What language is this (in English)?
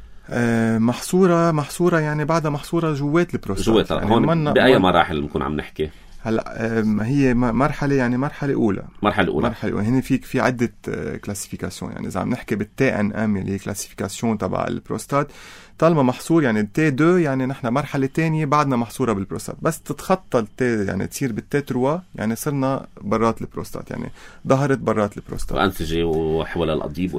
North Levantine Arabic